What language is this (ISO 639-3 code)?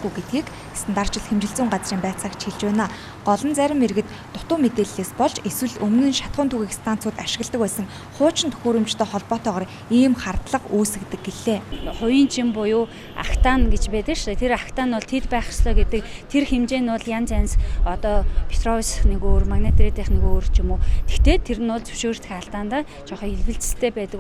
mon